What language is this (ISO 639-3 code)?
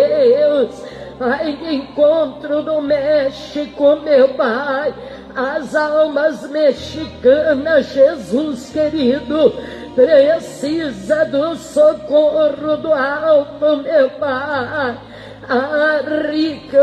por